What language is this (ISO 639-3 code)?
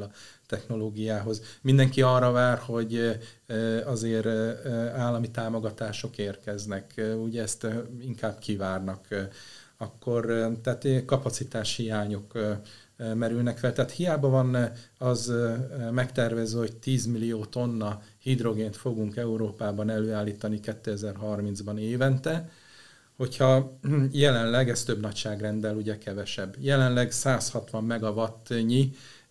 hun